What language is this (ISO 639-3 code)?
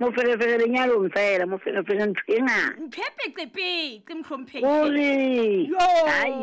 sot